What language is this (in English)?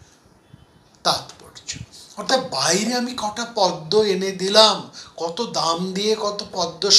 Bangla